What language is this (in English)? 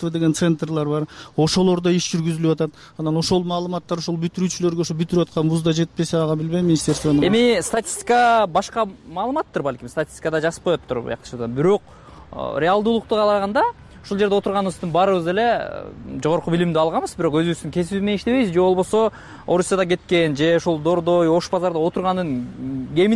Kyrgyz